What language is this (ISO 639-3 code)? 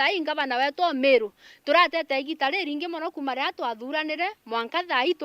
mer